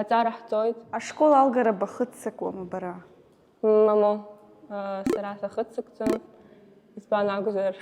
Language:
Abkhazian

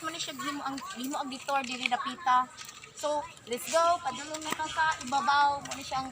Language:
Cebuano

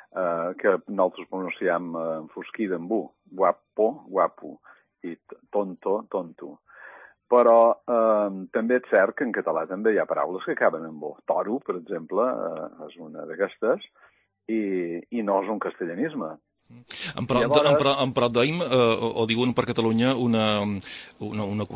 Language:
Catalan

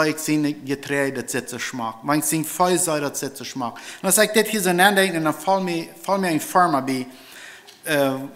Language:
Plautdietsch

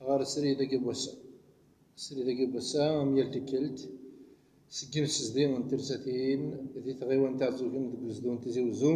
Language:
Kabyle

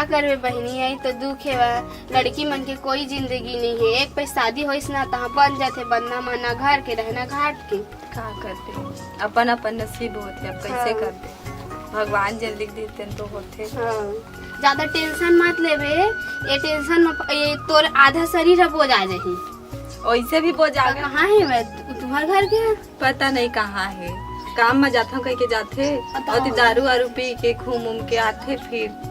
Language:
Chhattisgarhi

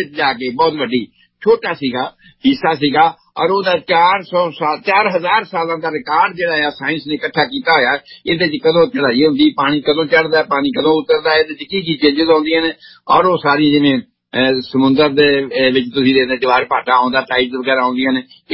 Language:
Punjabi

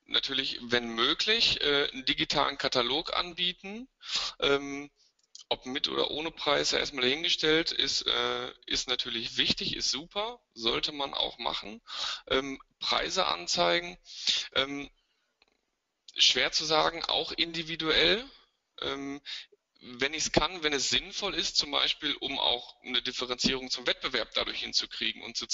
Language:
German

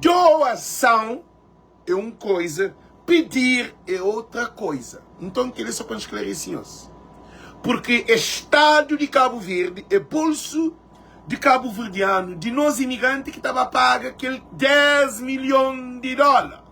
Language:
Kabuverdianu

